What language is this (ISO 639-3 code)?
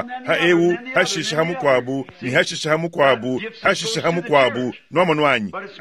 lua